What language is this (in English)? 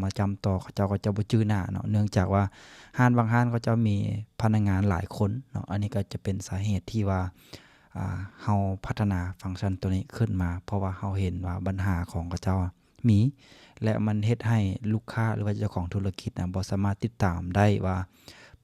Lao